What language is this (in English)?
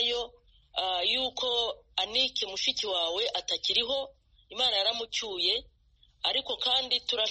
Kinyarwanda